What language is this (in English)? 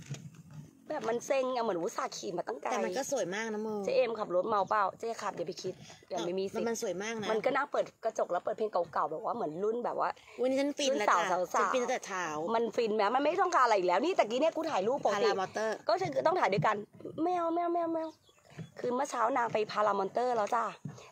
Thai